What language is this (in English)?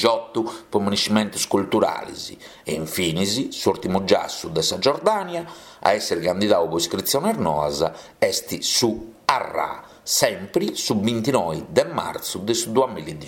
Sardinian